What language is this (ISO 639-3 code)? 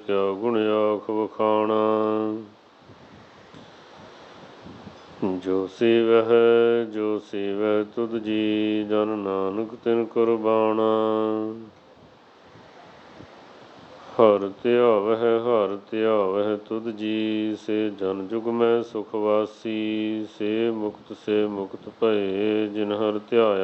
pan